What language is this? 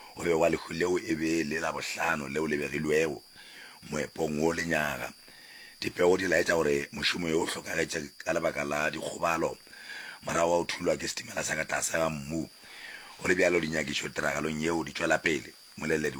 Northern Sotho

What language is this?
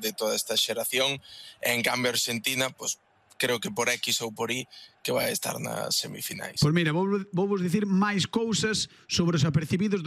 Galician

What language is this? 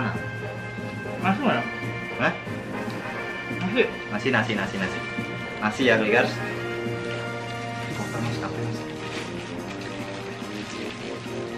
Indonesian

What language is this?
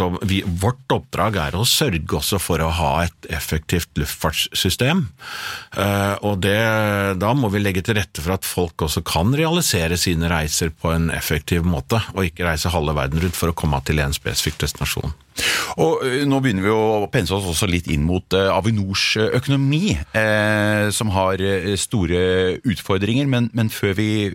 Norwegian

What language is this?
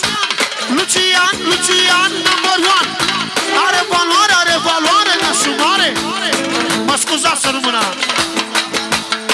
Romanian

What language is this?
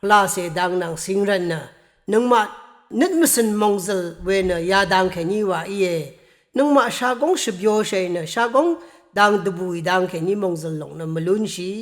Rawang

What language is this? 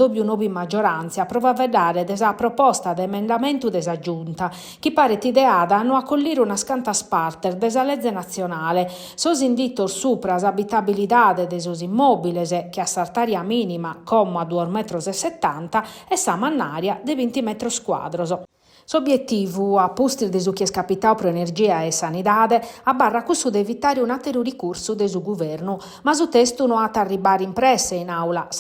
Sardinian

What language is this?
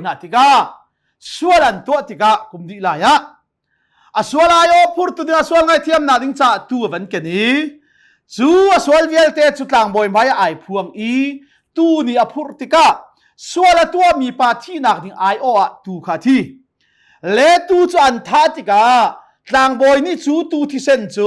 Hakha Chin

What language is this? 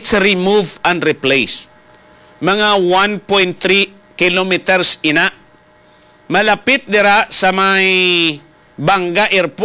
Hiligaynon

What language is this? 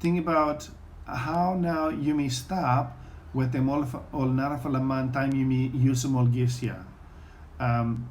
Bislama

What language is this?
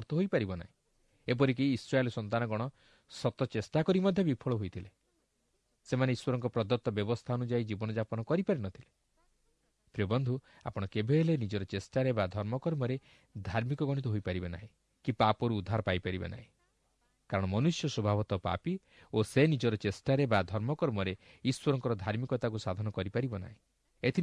Odia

